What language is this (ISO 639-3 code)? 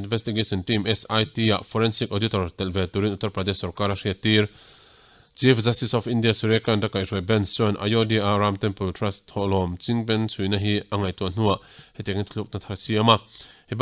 lus